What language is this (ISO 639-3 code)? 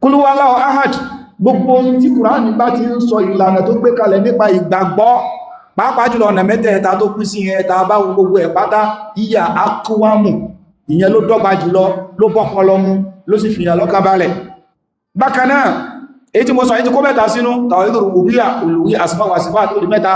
yor